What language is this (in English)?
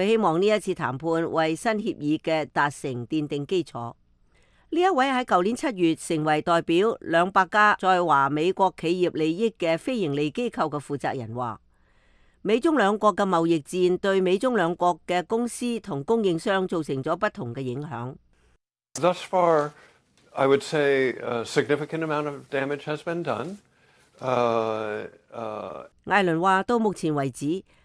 Cantonese